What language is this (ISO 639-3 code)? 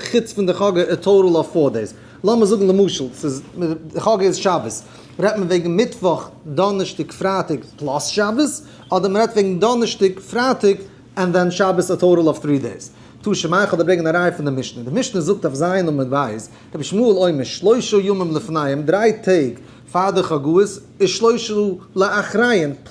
yid